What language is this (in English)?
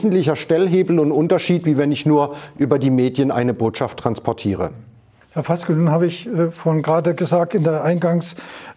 German